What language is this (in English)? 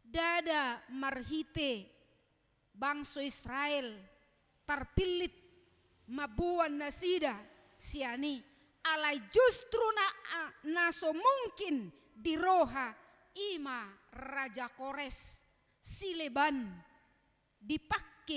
Batak Toba